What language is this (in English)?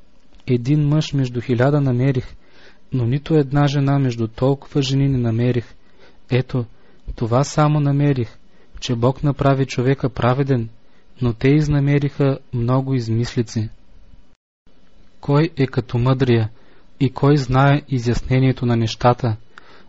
Bulgarian